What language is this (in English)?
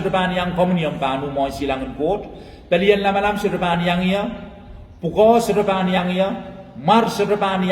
Pohnpeian